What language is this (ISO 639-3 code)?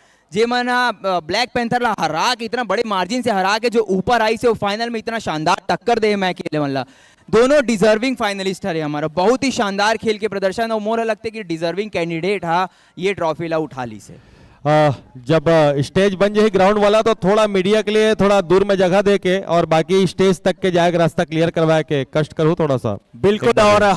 hne